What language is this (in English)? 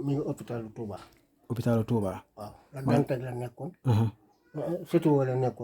Wolof